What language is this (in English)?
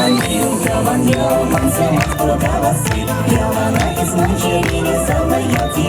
Chuvash